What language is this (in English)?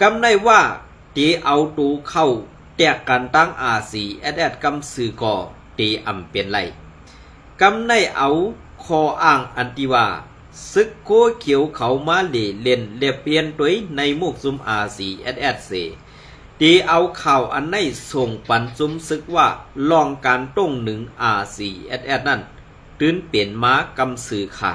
Shan